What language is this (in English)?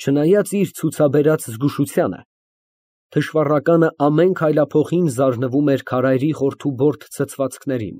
Armenian